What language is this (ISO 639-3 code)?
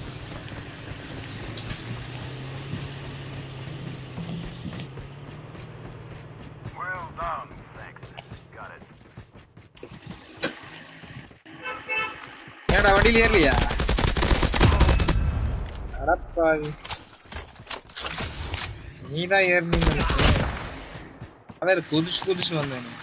tam